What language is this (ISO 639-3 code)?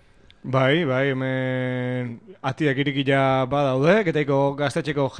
eus